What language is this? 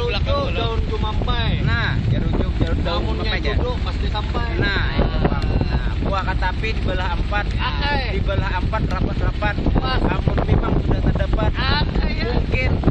Banjar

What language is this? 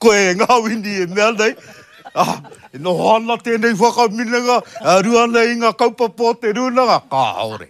Māori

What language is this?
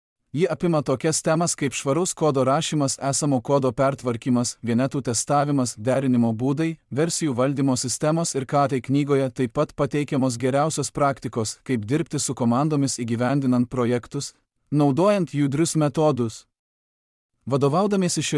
Lithuanian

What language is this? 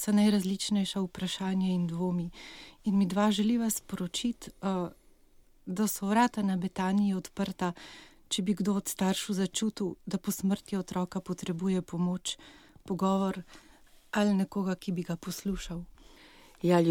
Slovenian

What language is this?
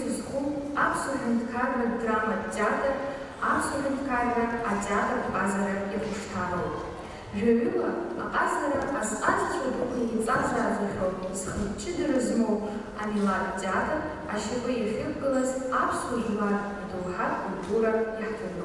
Abkhazian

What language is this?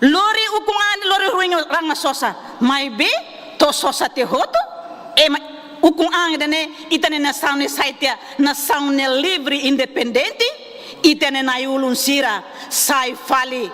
Tetum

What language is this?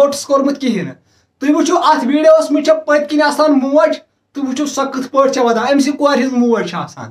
Kashmiri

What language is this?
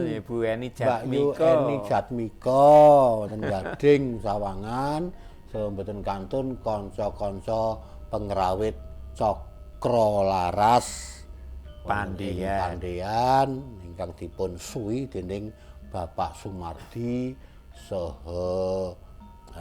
Javanese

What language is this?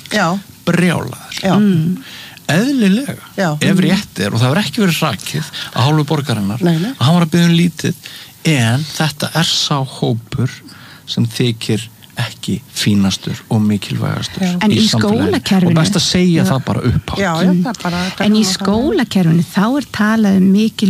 Icelandic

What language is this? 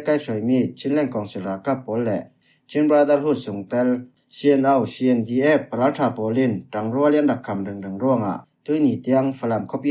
Falam Chin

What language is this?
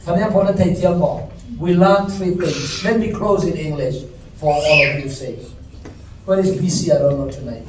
Falam Chin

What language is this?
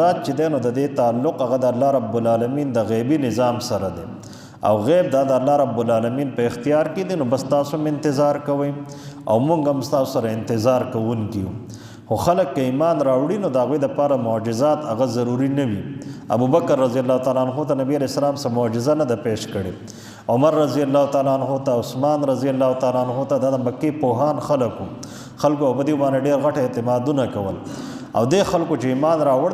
Pashto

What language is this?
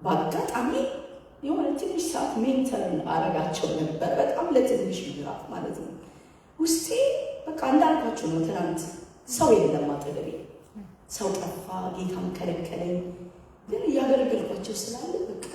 Amharic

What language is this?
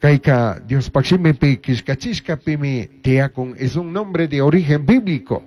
Chimborazo Highland Quichua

